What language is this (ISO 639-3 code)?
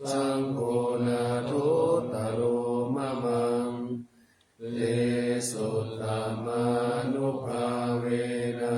pli